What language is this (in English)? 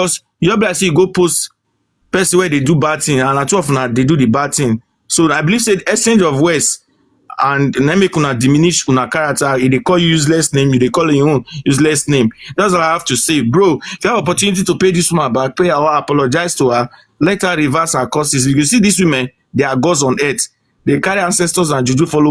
Nigerian Pidgin